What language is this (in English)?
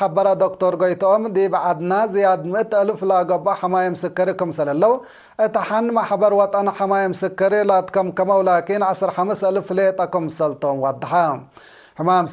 Tigre